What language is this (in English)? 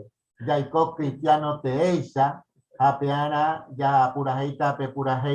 Guarani